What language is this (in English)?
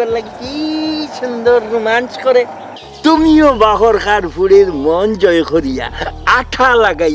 Sylheti